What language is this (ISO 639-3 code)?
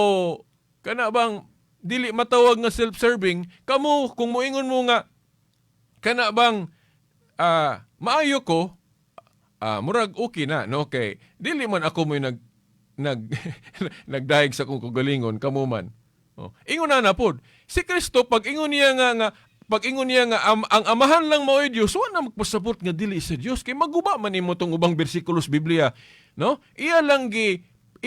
ceb